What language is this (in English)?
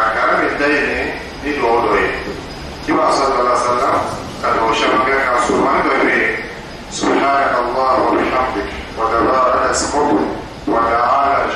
Dyula